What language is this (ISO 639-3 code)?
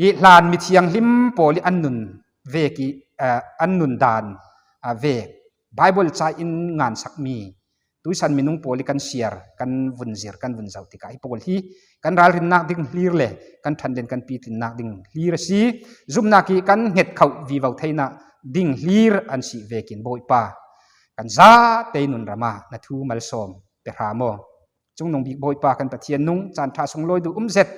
cfm